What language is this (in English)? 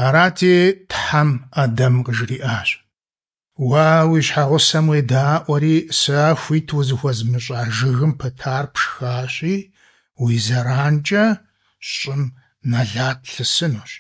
Kabardian